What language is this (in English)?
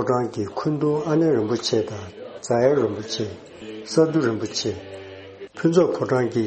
Tibetan